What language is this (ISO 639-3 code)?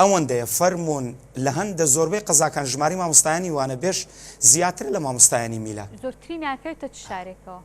ckb